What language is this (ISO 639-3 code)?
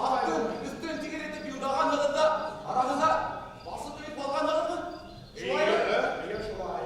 bak